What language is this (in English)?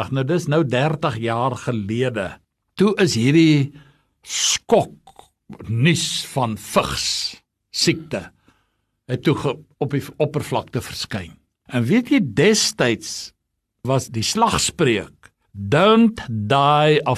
Afrikaans